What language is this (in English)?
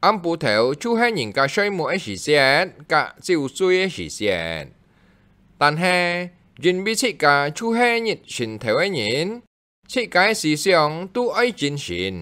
Hakka Chinese